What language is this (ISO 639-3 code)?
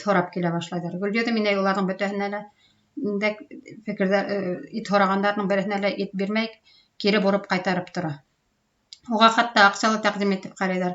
bak